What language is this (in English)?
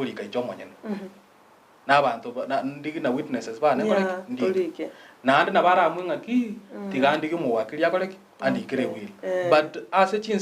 Gusii